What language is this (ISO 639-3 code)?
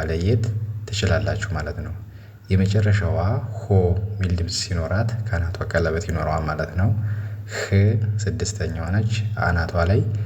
amh